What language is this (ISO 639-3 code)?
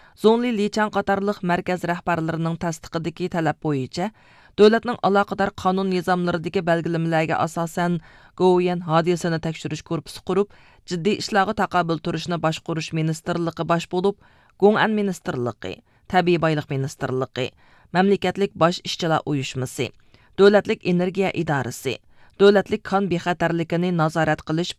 uig